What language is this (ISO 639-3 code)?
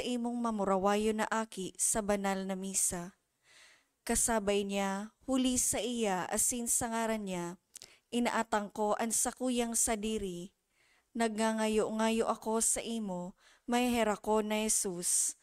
bik